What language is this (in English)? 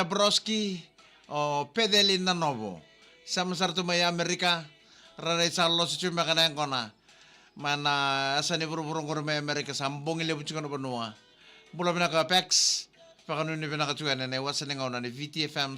Fijian